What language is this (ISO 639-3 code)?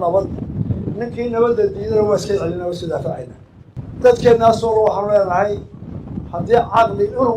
som